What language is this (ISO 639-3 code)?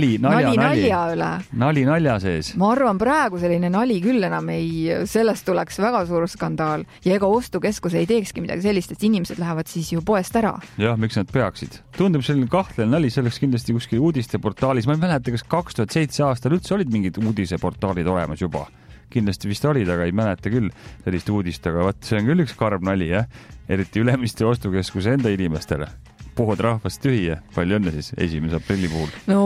est